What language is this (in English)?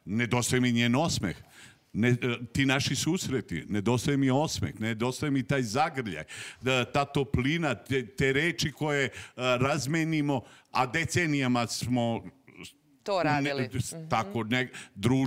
Serbian